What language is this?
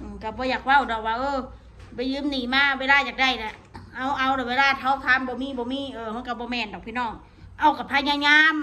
Northeastern Thai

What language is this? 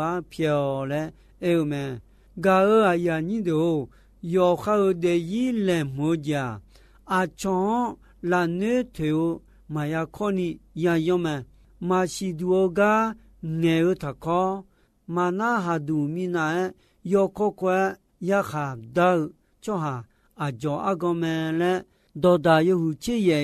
Akha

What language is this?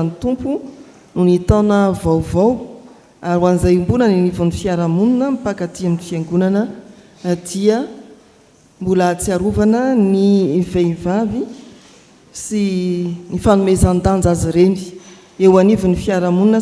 Malagasy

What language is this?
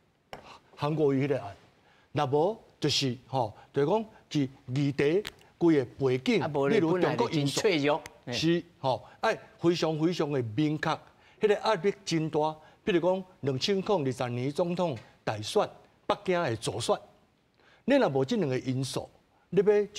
Min Nan Chinese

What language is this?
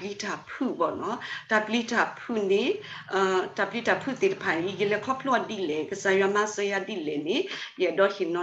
S'gaw Karen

